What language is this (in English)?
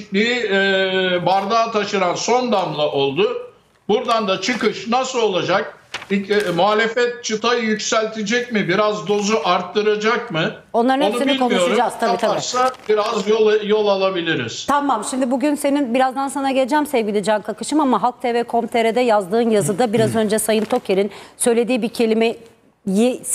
Turkish